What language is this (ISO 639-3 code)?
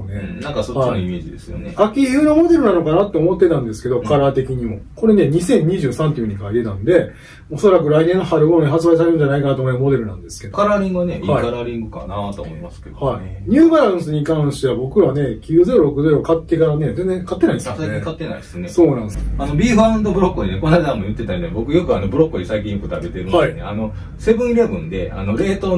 jpn